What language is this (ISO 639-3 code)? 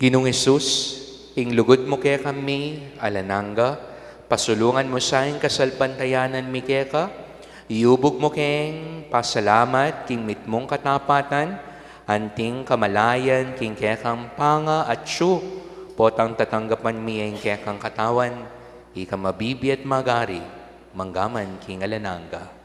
pam